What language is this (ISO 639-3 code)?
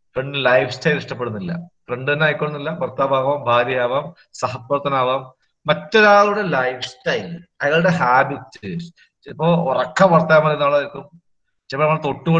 mal